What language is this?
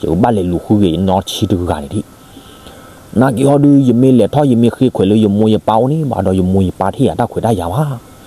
S'gaw Karen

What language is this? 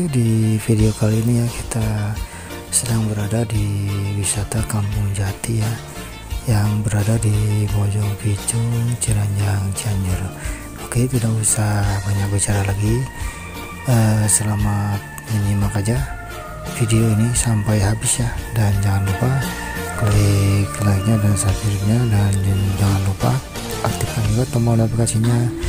Indonesian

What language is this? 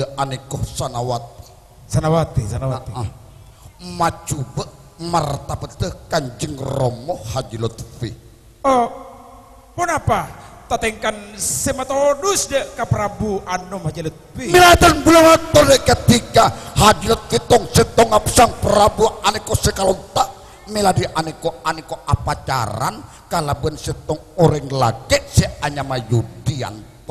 Madurese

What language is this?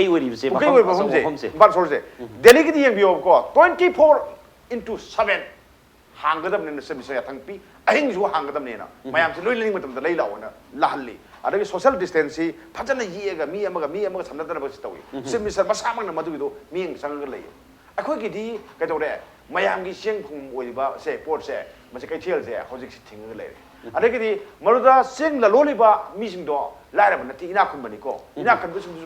Manipuri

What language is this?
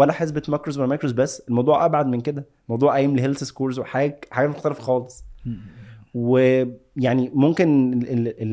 Egyptian Arabic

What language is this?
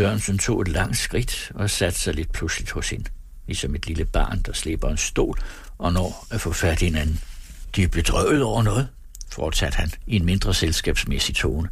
Danish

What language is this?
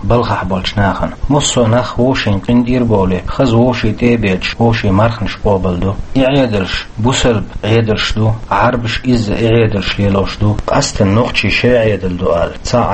Chechen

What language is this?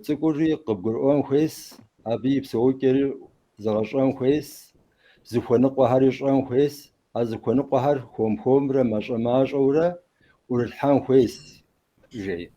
Kabardian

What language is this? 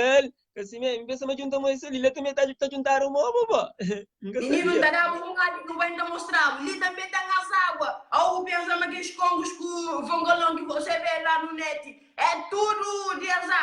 Kabuverdianu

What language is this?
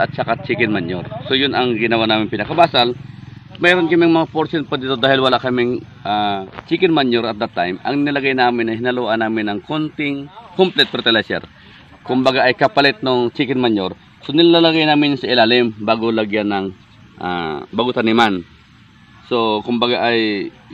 Filipino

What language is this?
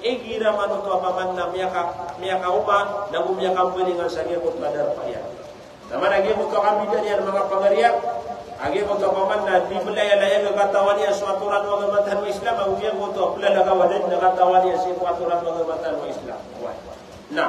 Maranao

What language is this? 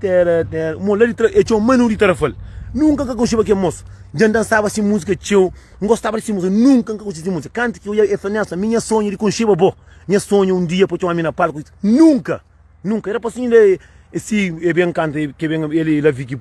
Kabuverdianu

